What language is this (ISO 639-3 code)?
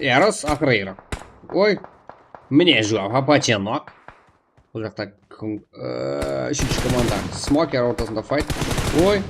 kaa